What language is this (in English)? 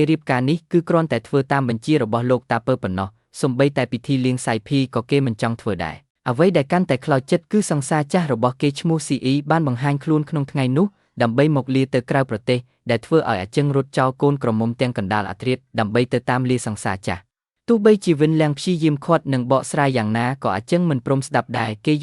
Khmer